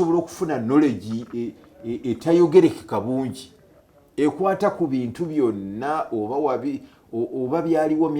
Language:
Ganda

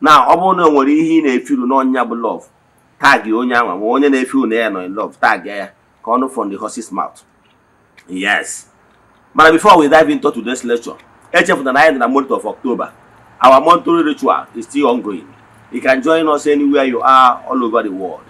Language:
Igbo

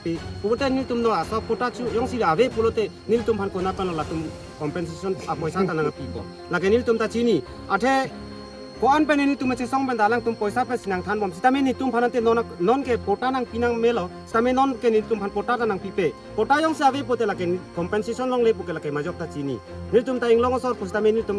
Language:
Karbi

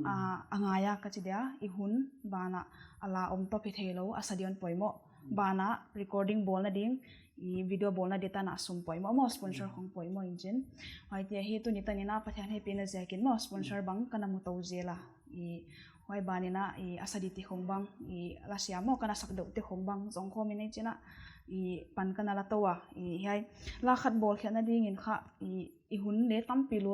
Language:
Paite Chin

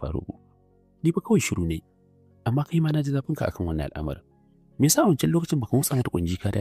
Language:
Hausa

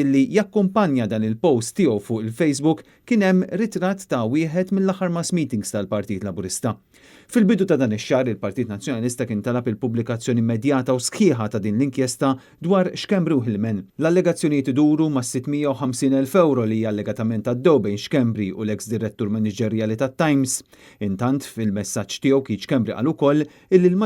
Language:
Maltese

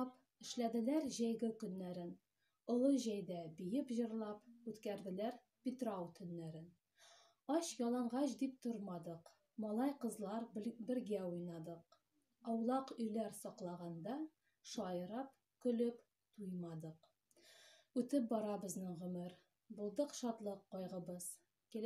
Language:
Tatar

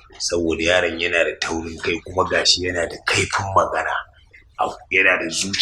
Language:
Hausa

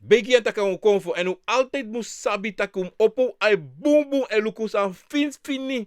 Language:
Sranan Tongo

